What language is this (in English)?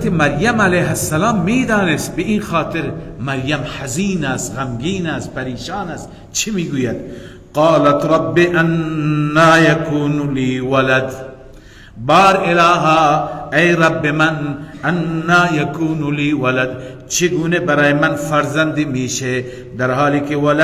Persian